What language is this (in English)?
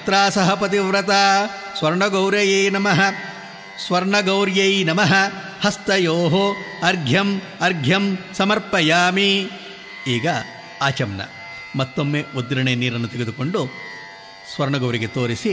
Kannada